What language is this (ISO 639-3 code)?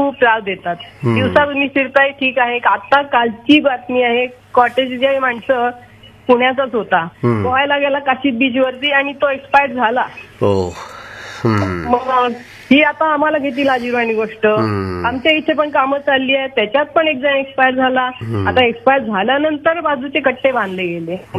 mar